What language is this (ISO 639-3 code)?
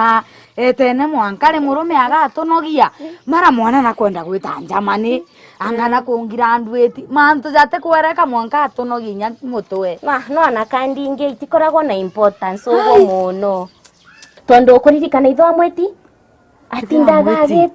mer